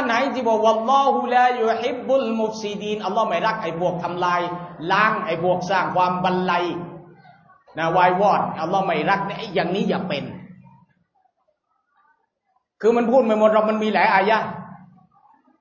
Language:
Thai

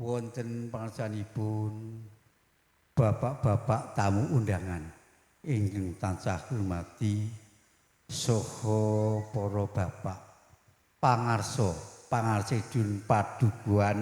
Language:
Javanese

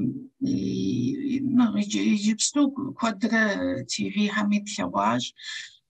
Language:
Kabardian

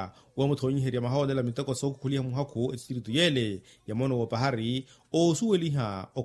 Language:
Makhuwa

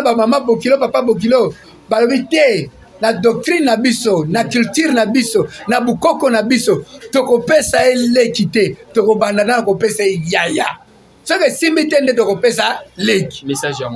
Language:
Lingala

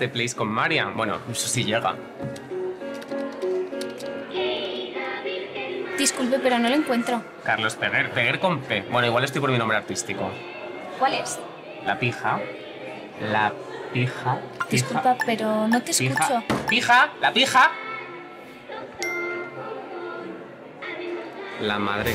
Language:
Spanish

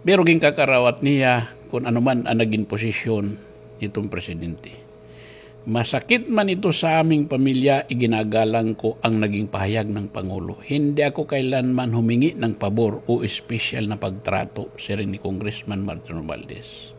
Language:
Waray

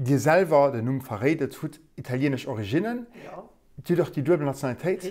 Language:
Luxembourgish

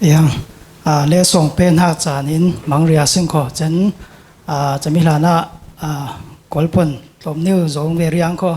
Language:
Falam Chin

